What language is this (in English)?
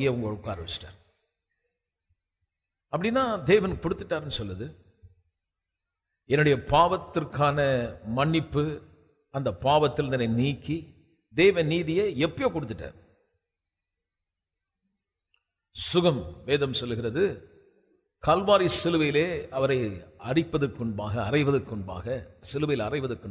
Tamil